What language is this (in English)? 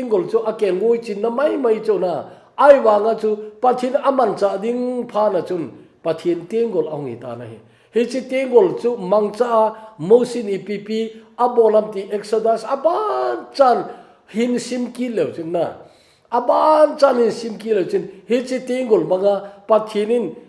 Thado Chin